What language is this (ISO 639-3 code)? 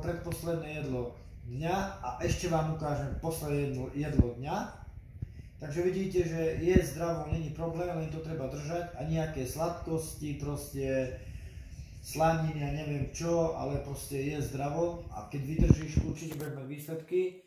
slk